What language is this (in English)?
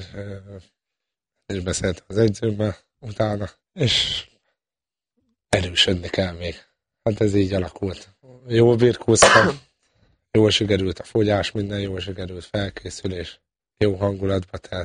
Hungarian